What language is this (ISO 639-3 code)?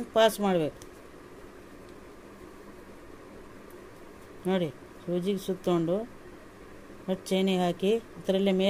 kan